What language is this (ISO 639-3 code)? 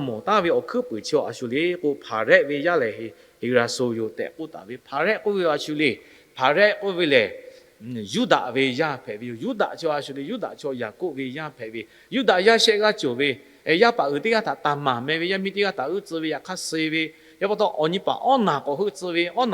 lhu